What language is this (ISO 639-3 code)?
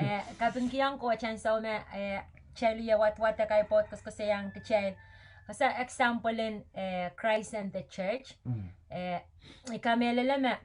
pon